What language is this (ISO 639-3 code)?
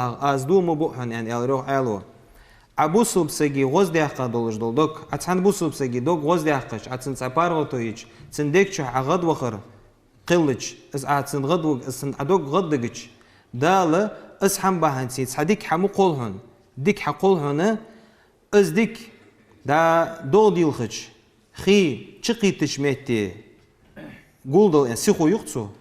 inh